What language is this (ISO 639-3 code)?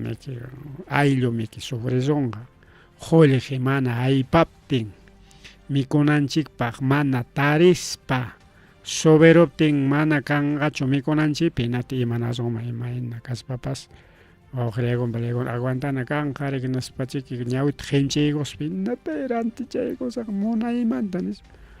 quy